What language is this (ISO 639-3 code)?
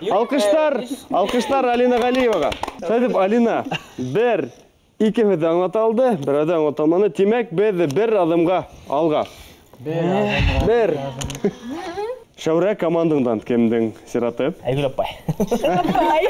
bak